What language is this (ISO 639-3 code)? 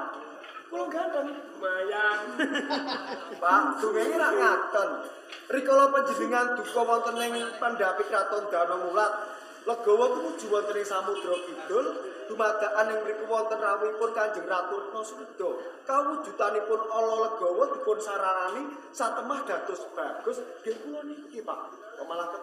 jav